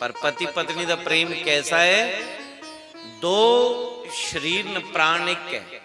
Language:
Dogri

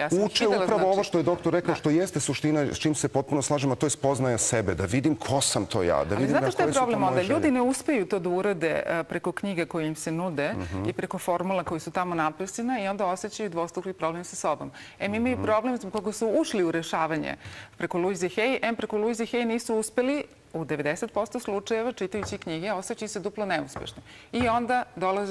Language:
Serbian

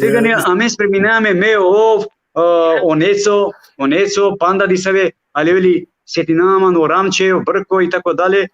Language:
Balkan Romani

